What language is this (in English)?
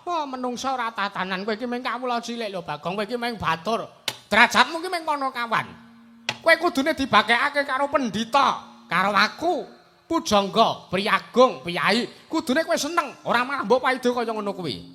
Javanese